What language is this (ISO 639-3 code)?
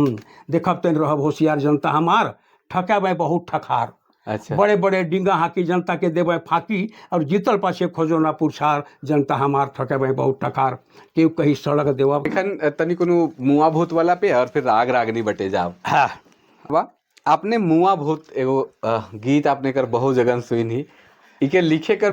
sck